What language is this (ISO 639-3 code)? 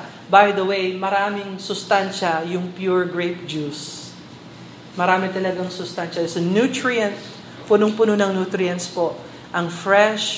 fil